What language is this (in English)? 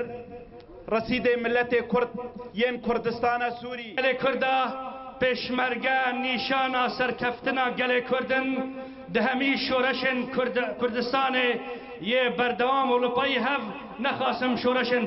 Kurdish